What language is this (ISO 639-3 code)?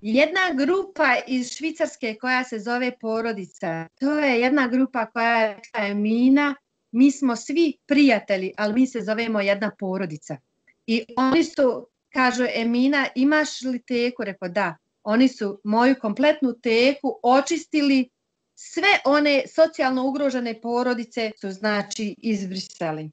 bos